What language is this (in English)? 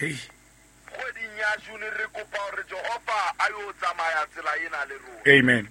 Southern Sotho